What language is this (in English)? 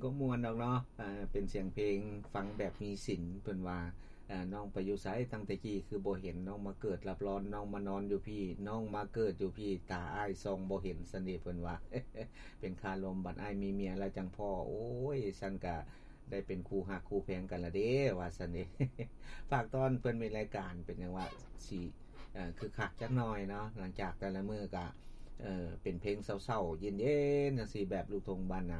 Lao